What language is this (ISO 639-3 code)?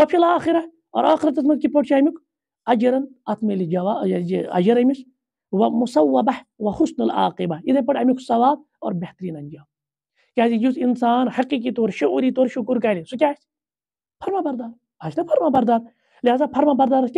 kas